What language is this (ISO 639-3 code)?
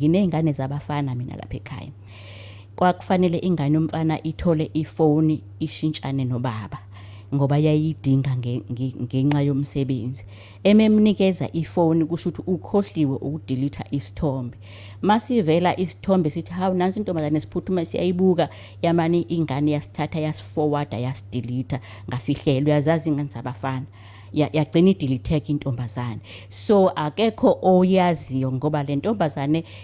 zul